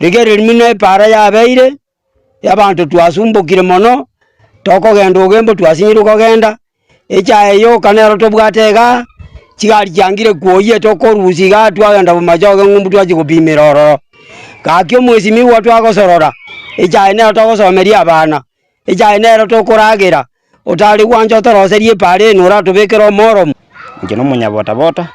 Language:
Gusii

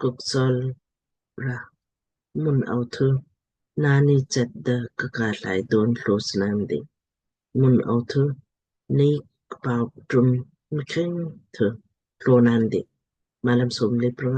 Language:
Lamkang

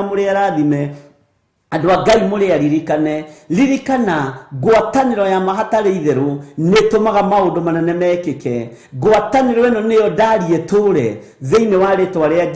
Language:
Kikuyu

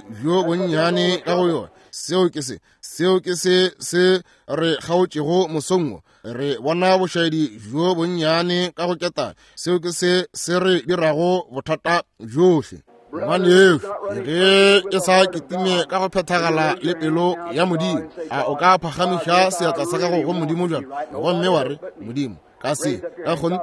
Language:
Northern Sotho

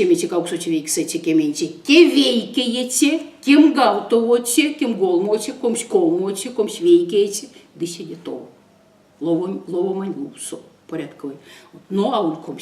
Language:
Erzya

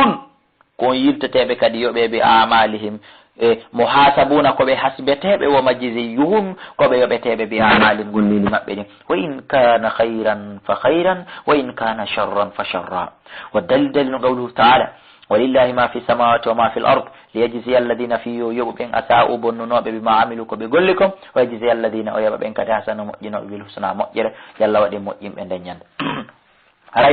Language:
Fula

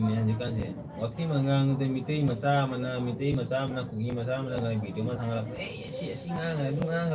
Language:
Manipuri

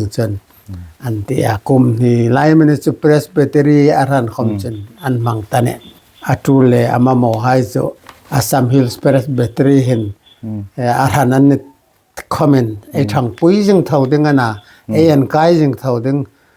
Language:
Hmar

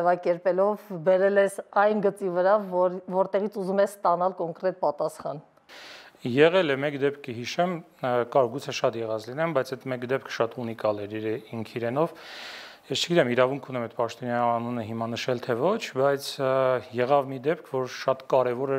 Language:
Armenian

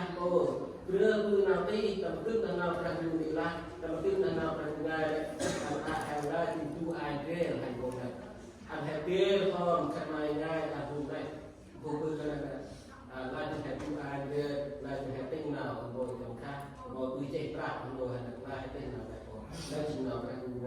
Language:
Central Mnong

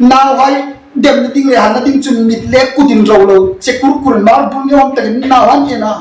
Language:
Hmar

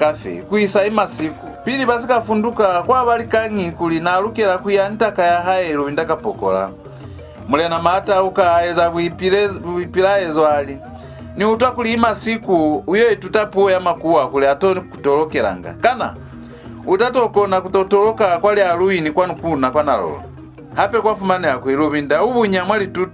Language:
Lozi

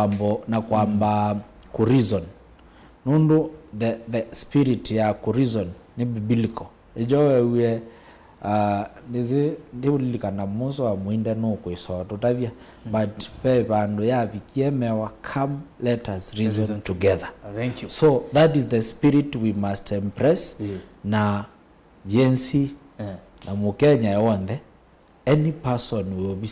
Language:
Kamba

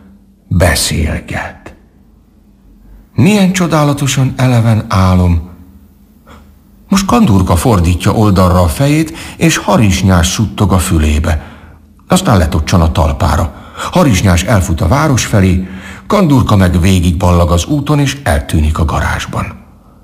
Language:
Hungarian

